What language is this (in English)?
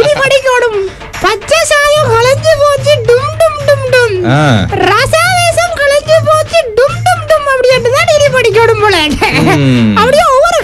Tamil